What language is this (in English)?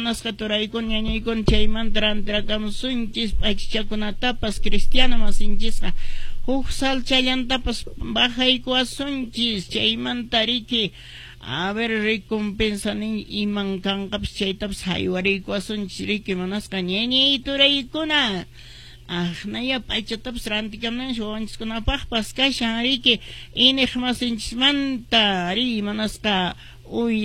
Quechua